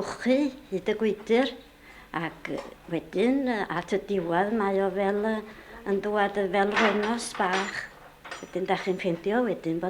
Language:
Welsh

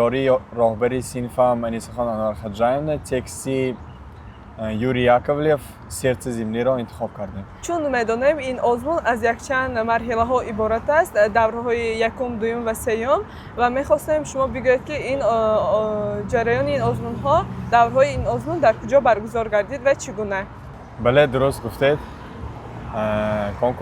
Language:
Tajik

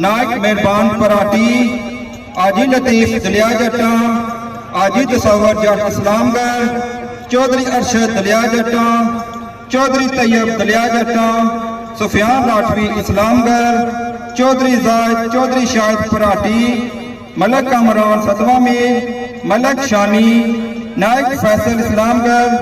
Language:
Pahari-Potwari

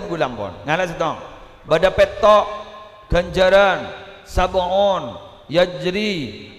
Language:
Madurese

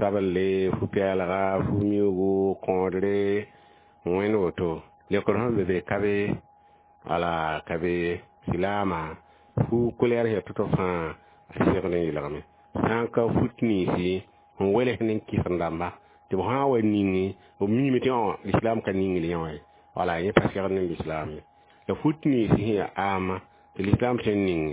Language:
Mossi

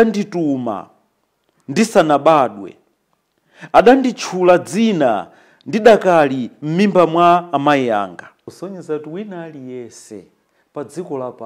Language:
Nyanja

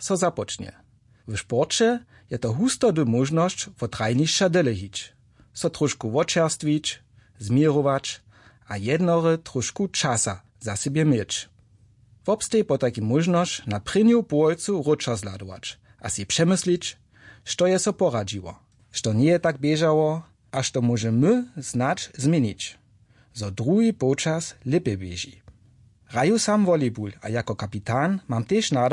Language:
Upper Sorbian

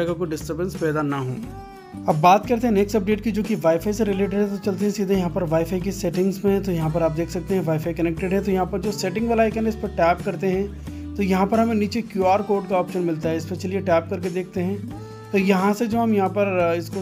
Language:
Hindi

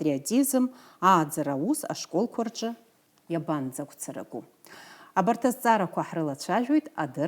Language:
Abkhazian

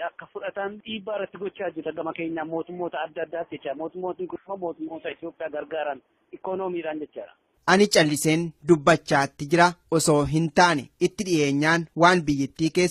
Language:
Oromo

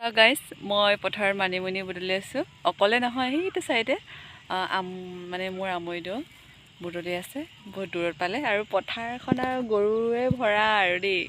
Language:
Assamese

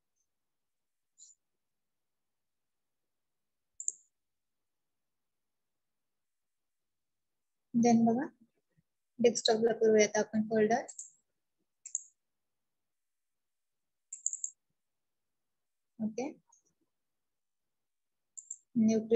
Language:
Marathi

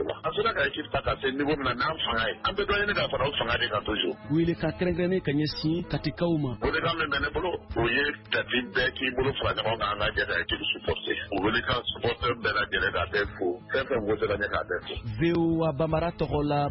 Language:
Bambara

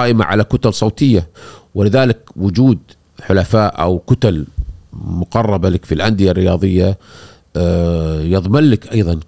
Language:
Gulf Arabic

